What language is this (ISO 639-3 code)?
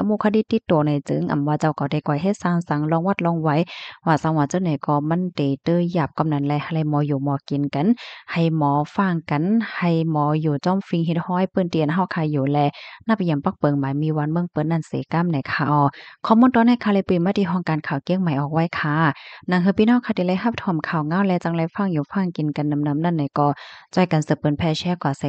shn